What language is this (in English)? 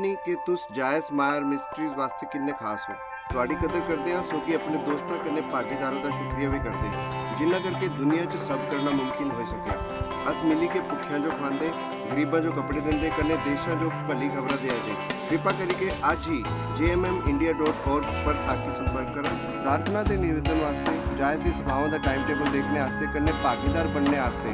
Dogri